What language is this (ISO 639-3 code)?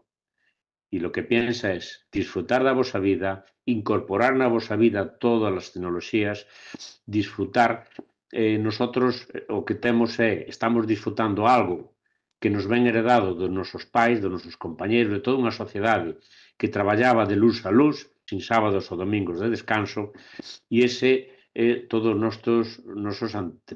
glg